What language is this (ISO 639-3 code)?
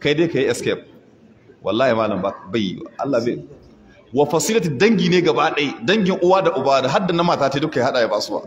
hau